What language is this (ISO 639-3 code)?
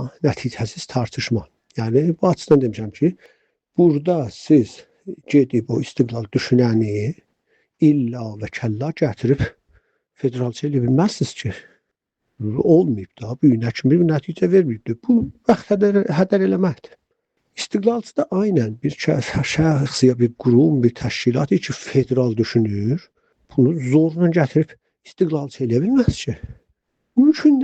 azb